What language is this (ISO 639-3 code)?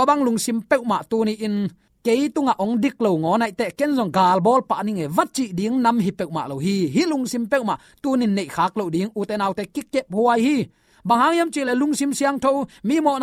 ctd